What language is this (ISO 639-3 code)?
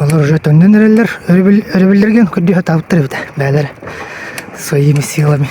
sah